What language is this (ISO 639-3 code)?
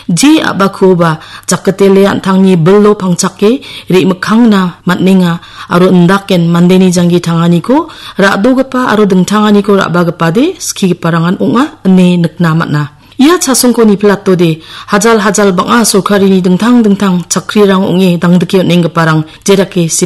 grt